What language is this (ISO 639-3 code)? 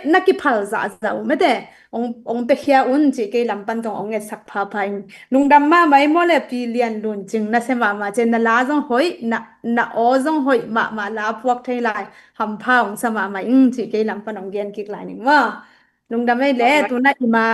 ctd